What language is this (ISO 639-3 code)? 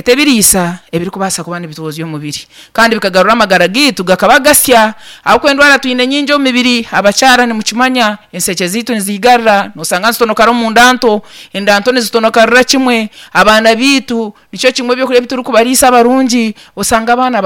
nyn